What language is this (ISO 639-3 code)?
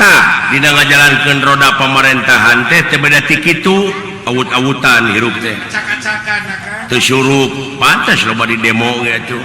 sun